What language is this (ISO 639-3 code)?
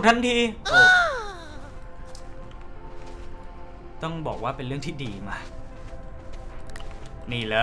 tha